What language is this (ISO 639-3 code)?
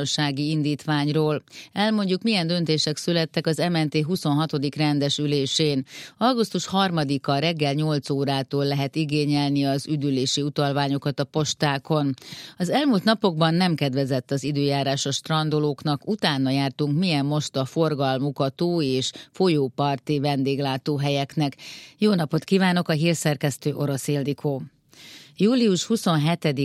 hun